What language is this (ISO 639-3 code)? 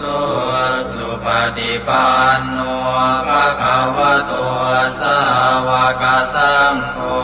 pli